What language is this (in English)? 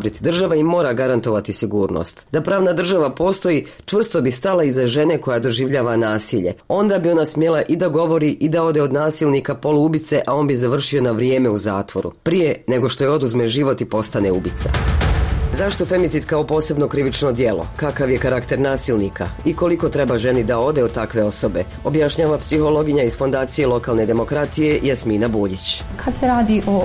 Bosnian